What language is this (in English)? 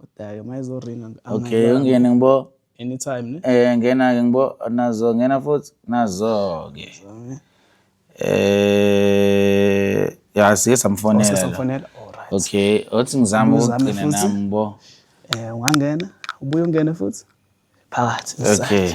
Zulu